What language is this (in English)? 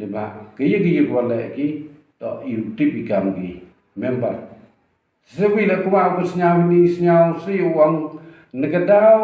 Pnar